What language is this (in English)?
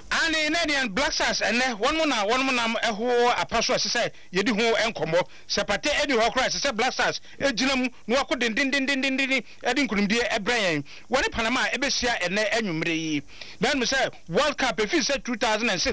Akan